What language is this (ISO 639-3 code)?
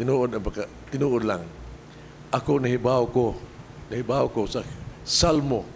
ceb